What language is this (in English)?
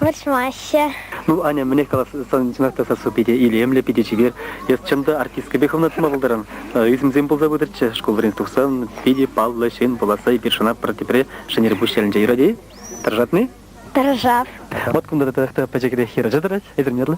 Chuvash